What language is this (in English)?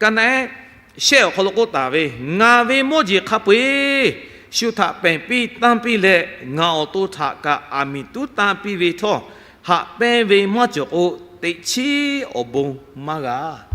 Lahu